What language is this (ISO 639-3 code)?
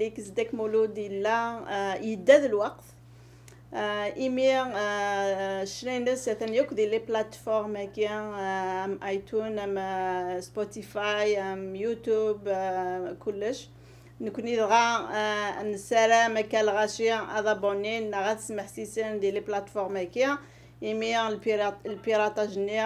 kab